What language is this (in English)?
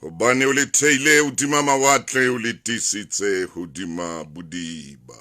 Southern Sotho